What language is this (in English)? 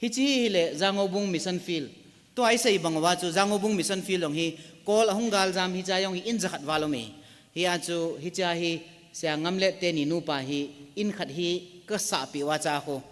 Thado Chin